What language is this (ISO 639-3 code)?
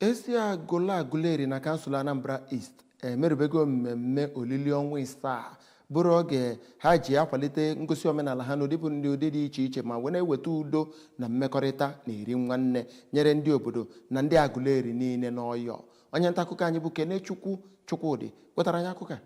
ibo